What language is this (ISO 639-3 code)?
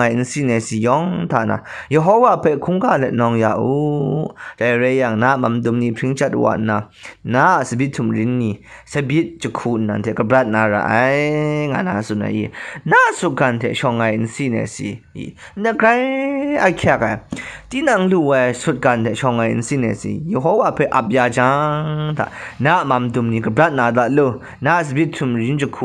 kac